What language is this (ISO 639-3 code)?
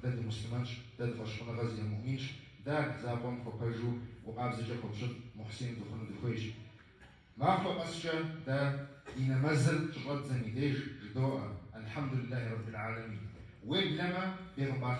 kbd